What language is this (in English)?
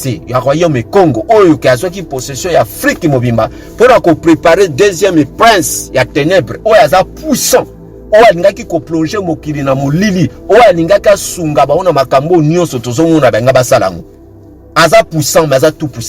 Lingala